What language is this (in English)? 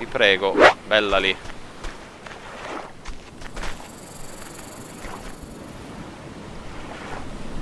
Italian